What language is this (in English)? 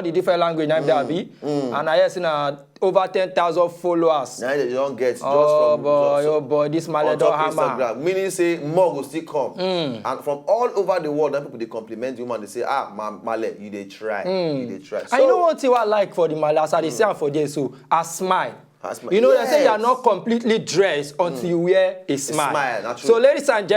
Nigerian Pidgin